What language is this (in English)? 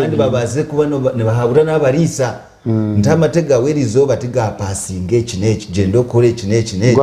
Nyankole